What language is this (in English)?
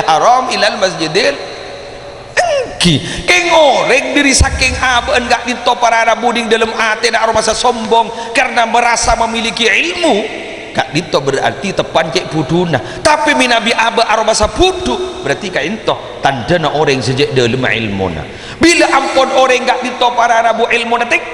Madurese